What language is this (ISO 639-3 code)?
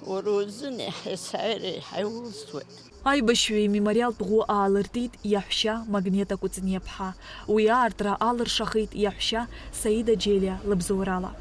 abk